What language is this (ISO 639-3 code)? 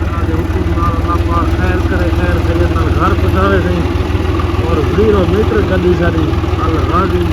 skr